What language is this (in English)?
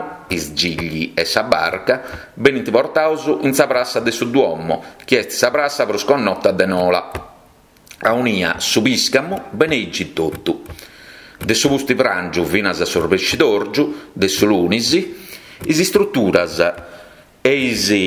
Sardinian